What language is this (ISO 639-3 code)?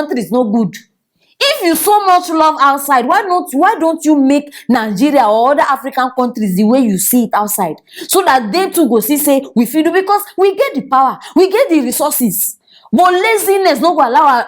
pcm